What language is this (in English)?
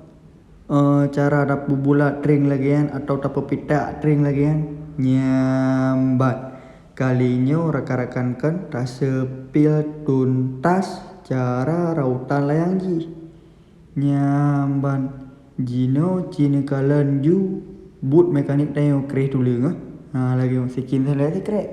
Achinese